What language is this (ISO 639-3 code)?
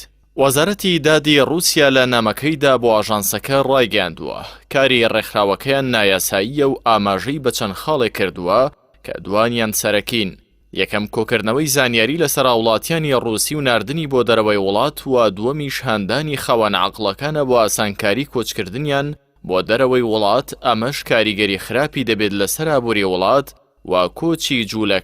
ckb